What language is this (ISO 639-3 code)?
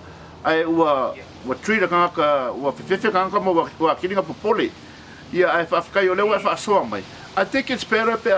smo